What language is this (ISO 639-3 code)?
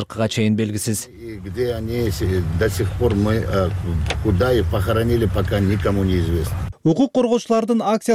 kir